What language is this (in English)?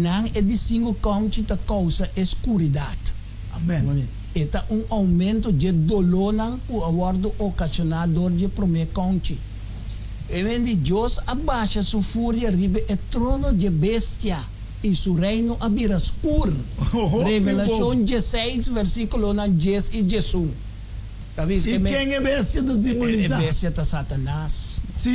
Papiamento